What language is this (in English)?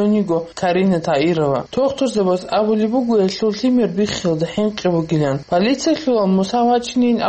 Avaric